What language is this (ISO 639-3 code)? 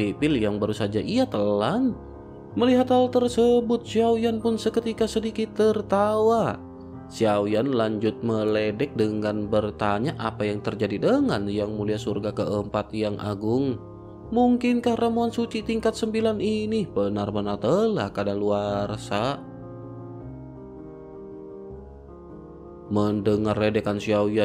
ind